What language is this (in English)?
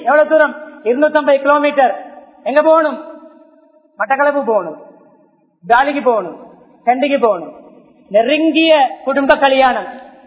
Tamil